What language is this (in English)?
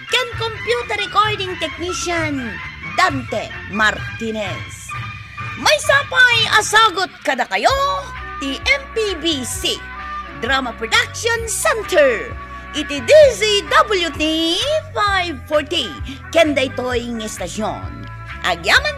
Iloko